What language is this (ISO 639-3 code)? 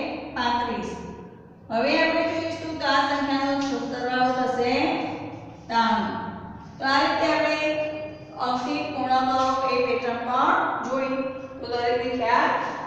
guj